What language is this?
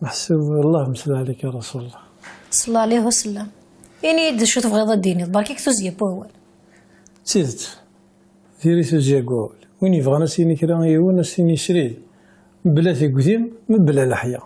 Kabyle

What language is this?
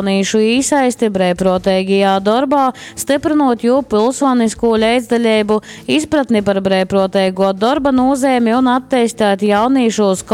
Latgalian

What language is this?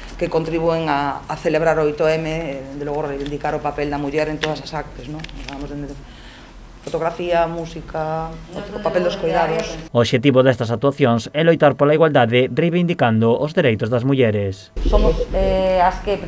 Galician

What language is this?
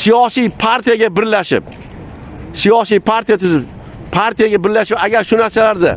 Uzbek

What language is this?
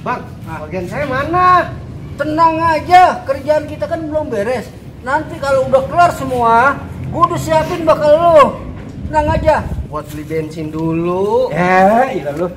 Betawi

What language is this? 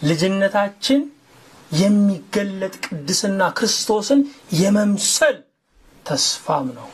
Amharic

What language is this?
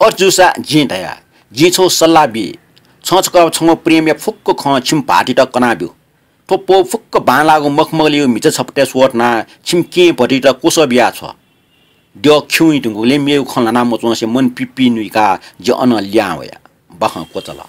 Newari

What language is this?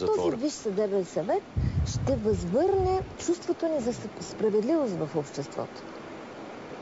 Bulgarian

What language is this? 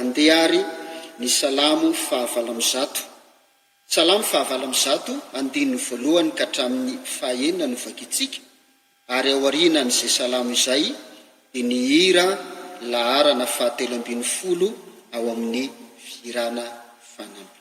Malagasy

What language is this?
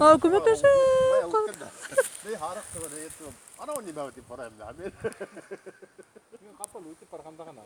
Bashkir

